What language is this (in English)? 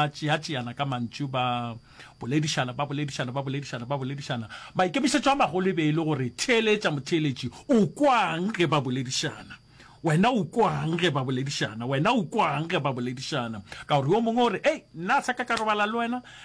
Northern Sotho